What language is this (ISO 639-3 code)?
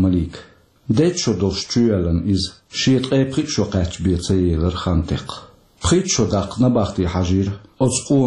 che